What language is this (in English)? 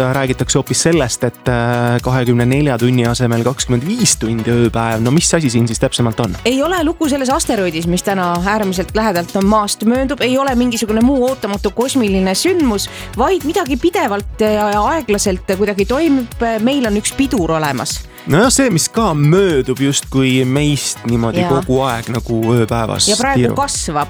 Estonian